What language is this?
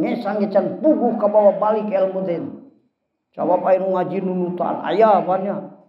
Sundanese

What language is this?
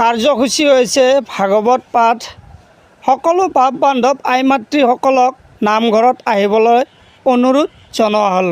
Assamese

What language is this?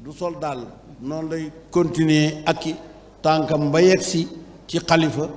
Wolof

